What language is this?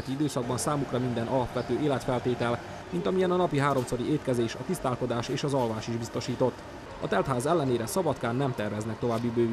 Hungarian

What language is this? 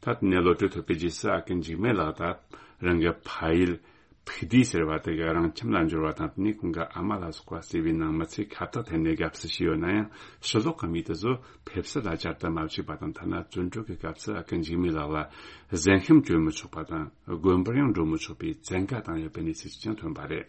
Tibetan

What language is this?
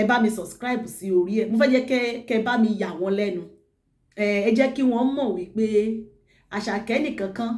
Yoruba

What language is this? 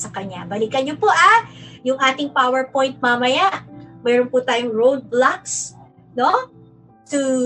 Filipino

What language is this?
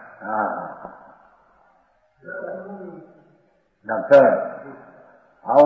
Gujarati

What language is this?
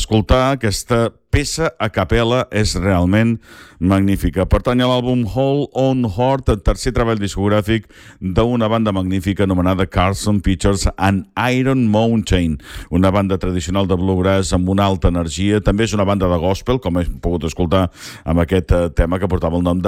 Catalan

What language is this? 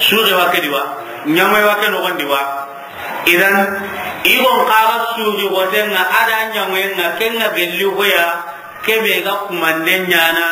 Soninke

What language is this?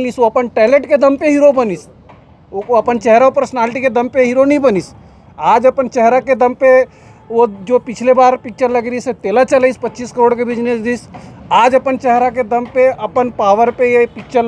Chhattisgarhi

